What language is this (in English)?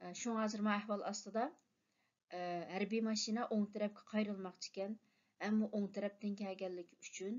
Uyghur